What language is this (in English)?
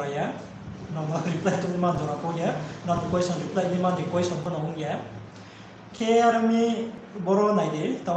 Riang (India)